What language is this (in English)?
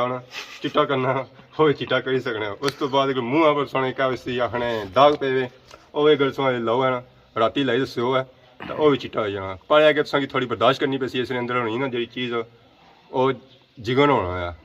Pahari-Potwari